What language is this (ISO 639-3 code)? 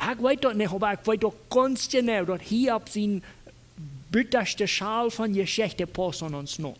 pdt